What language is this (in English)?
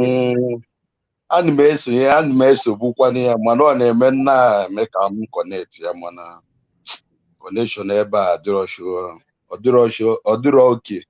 Igbo